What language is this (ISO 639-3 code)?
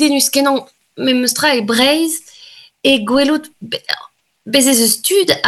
bre